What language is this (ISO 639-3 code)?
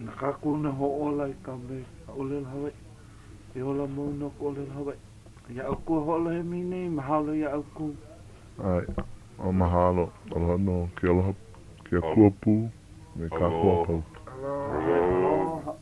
haw